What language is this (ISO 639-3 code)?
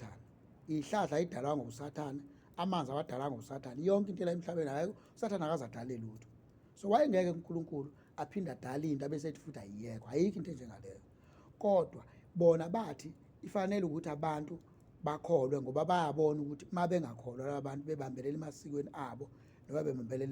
zul